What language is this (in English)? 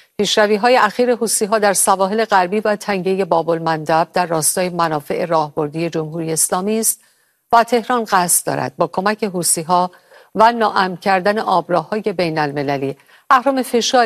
Persian